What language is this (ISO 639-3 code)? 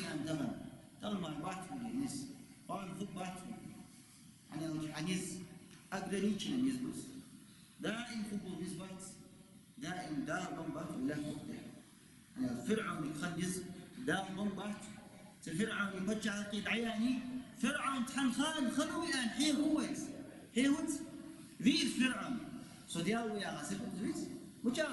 inh